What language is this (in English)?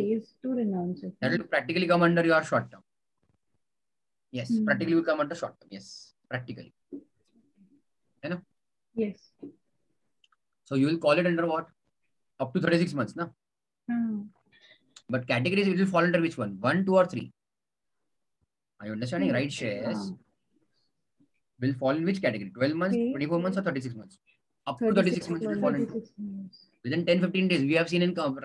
English